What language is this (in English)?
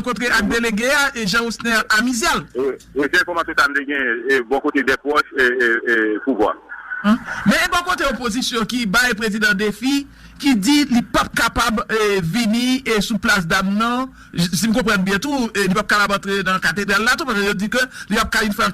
Haitian Creole